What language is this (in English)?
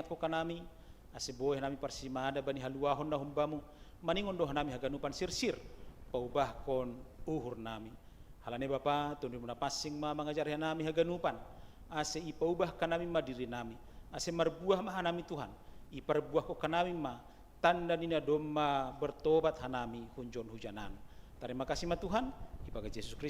Batak Simalungun